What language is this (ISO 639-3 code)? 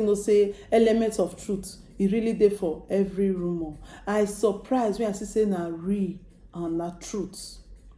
pcm